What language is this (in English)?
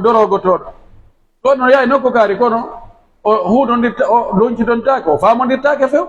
Pular